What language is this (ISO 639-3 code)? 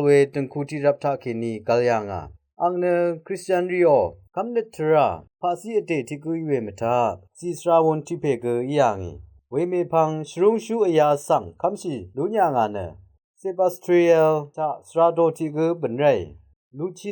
raw